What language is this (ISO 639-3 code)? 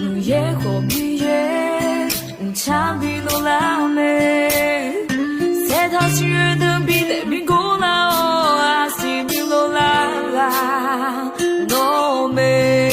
ahk